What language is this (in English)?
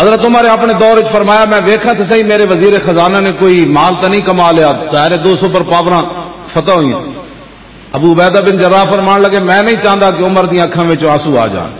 Western Panjabi